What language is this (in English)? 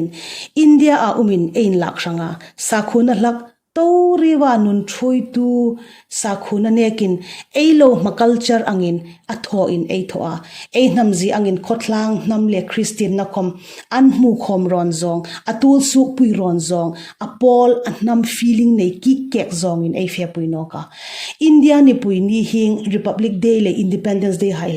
Hmar